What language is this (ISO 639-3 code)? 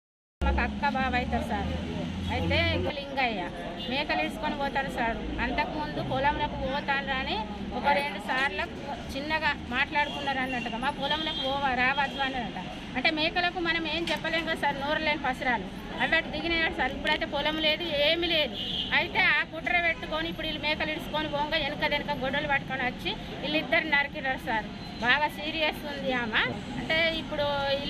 tel